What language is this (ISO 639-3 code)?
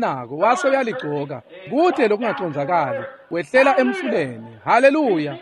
ssw